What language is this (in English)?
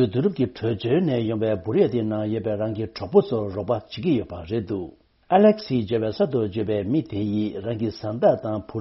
Tibetan